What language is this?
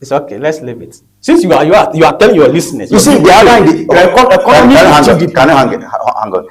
Ewe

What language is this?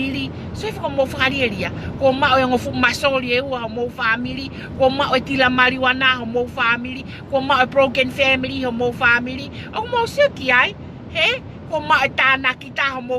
Tongan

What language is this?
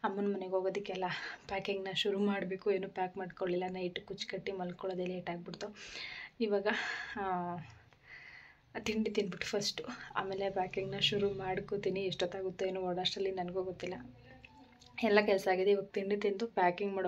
Kannada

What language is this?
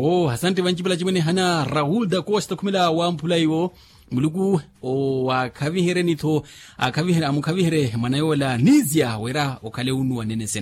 Makhuwa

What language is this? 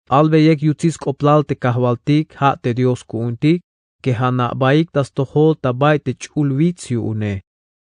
Tzeltal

